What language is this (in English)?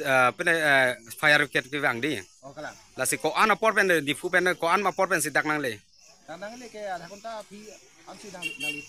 Karbi